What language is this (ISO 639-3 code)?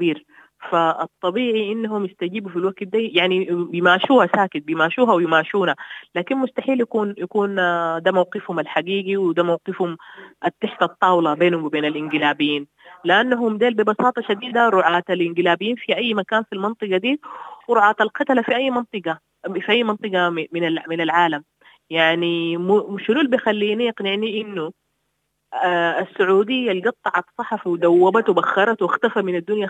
apd